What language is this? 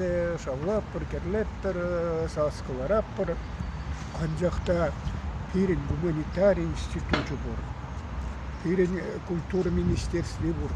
Chuvash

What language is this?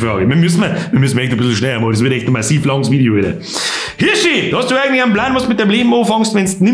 Bavarian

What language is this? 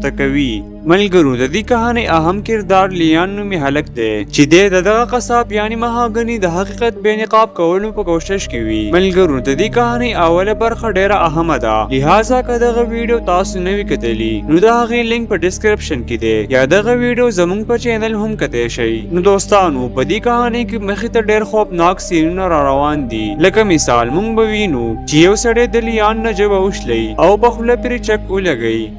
Pashto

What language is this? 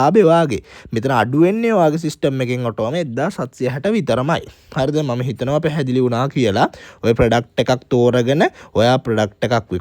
Sinhala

